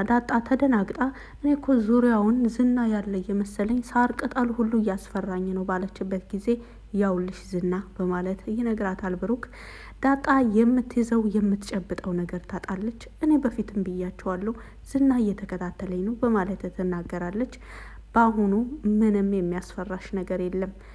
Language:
Amharic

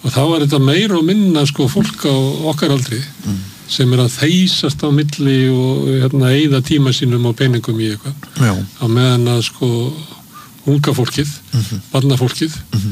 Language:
Icelandic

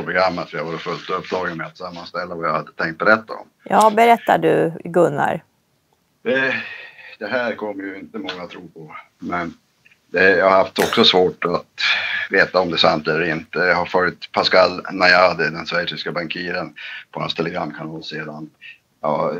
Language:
Swedish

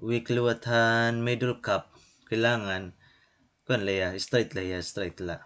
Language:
Waray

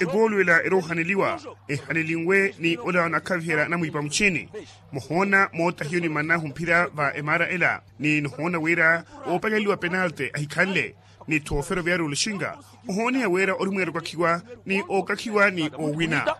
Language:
Makhuwa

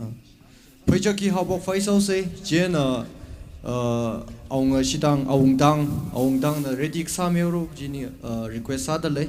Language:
Tangkhul Naga (India)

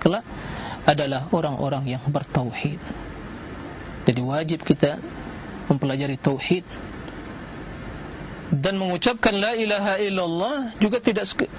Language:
Indonesian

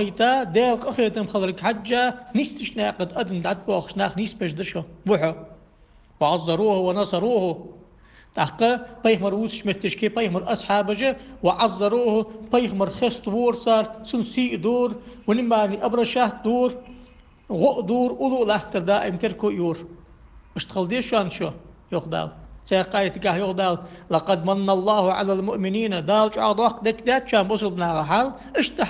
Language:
Ingush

